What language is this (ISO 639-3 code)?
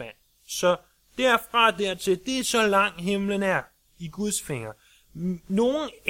dan